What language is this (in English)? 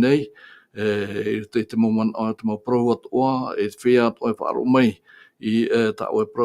Tahitian